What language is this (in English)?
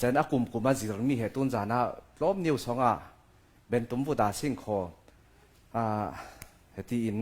Falam Chin